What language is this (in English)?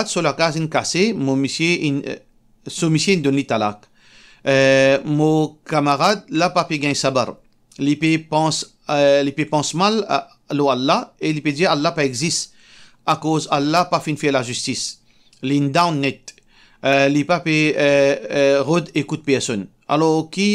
Morisyen